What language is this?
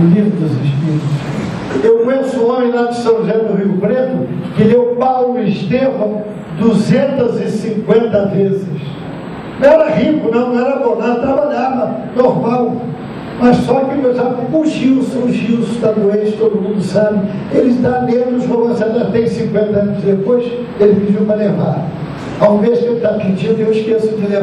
Portuguese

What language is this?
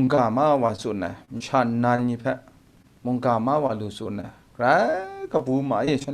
Kachin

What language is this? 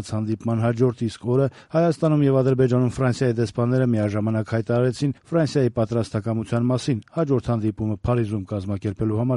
Armenian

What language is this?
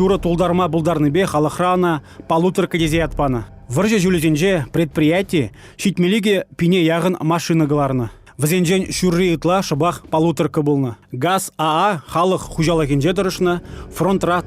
Chuvash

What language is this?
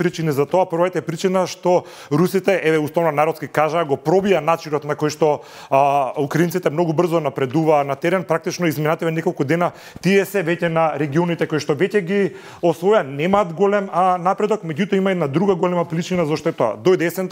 Macedonian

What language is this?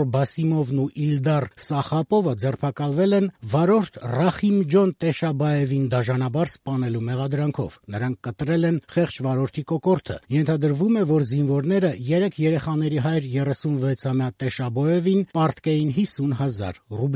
Armenian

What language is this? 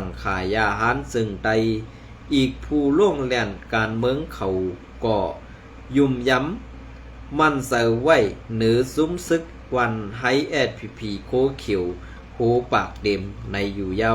Shan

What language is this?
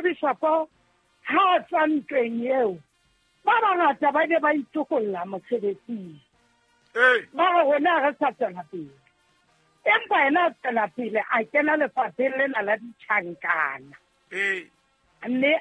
Southern Sotho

